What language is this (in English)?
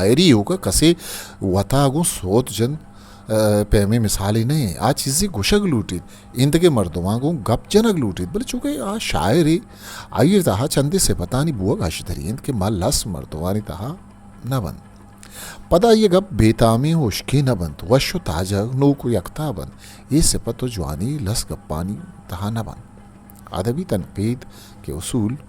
Eastern Balochi